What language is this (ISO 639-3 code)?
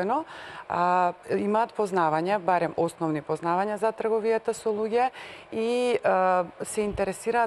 mkd